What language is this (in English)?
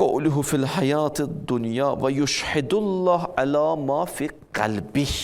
Azerbaijani